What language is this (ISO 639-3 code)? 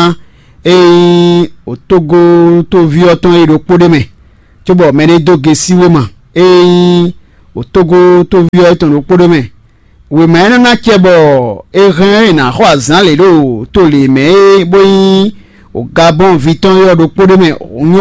fon